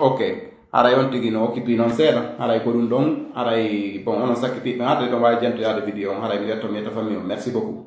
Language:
Fula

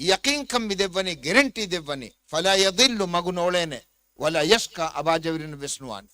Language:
Divehi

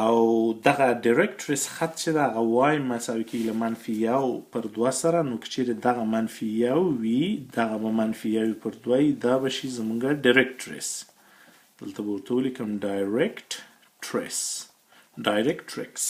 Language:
Pashto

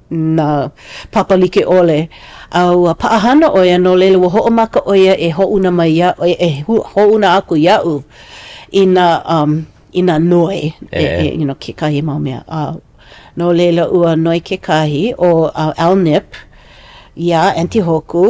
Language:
Hawaiian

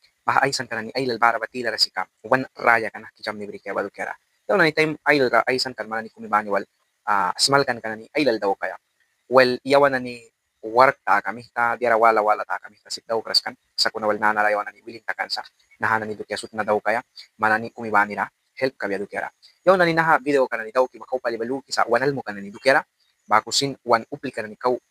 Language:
Mískito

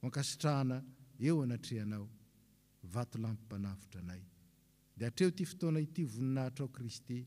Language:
Malagasy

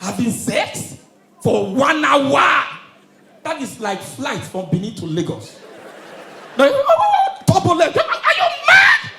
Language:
Nigerian Pidgin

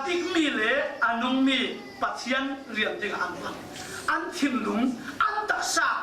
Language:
Falam Chin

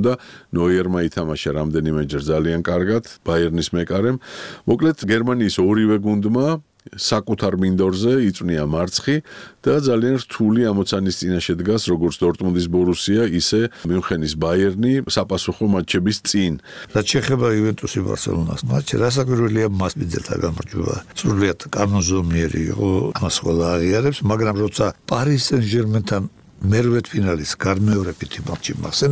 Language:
Georgian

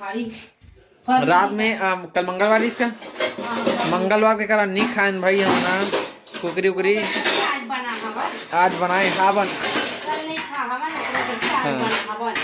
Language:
Chhattisgarhi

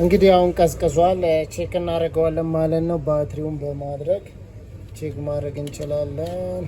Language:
Amharic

